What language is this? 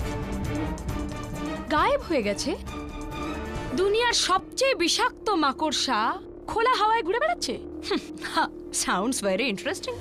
Bangla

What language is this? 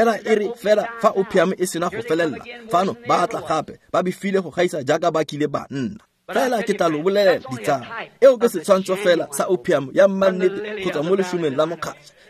Tswana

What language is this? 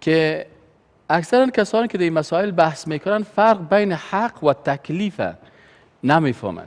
Persian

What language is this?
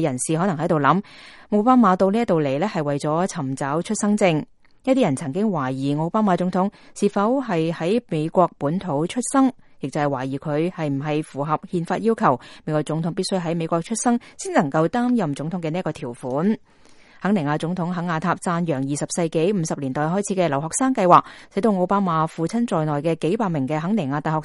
Cantonese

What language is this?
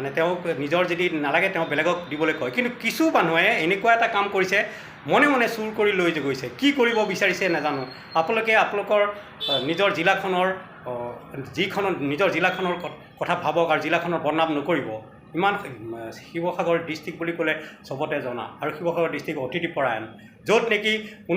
Assamese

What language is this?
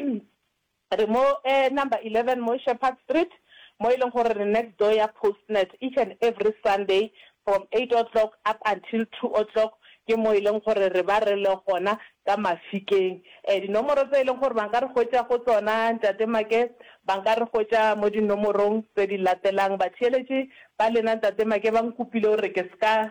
Northern Sotho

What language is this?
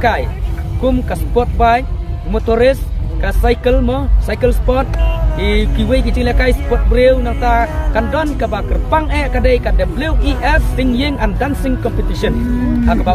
Khasi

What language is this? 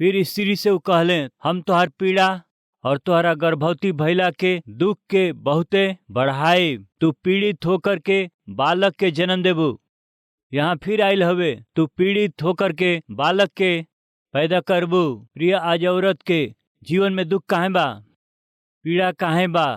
Bhojpuri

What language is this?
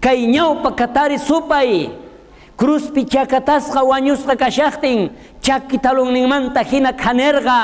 South Bolivian Quechua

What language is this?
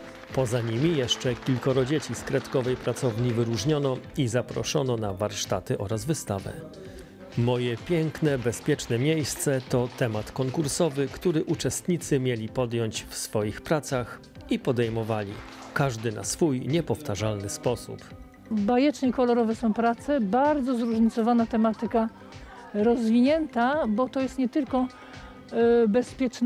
Polish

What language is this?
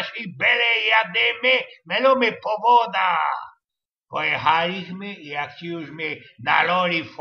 Silesian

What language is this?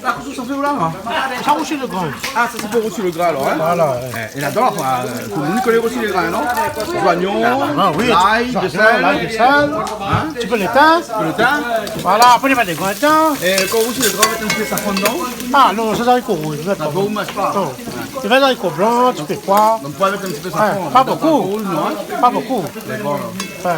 Réunion Creole French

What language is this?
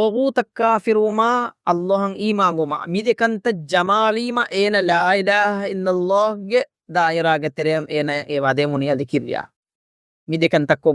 Divehi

